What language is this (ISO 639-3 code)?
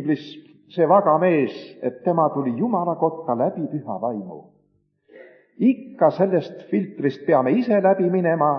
est